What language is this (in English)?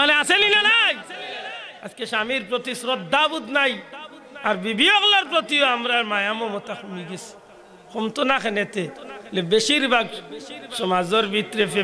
Sylheti